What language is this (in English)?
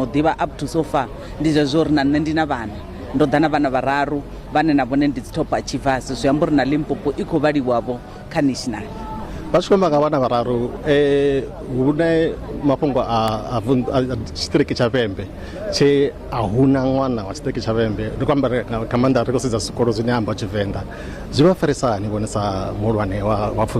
Venda